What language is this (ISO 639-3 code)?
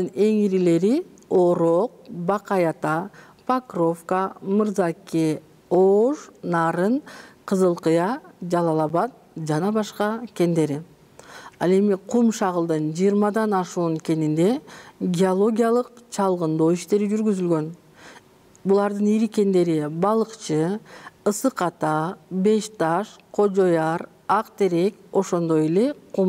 kir